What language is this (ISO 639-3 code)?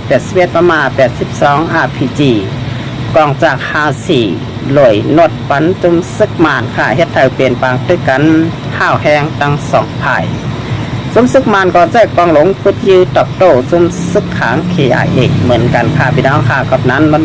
shn